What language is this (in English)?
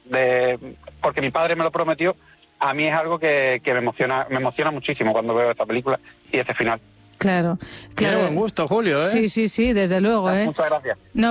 Spanish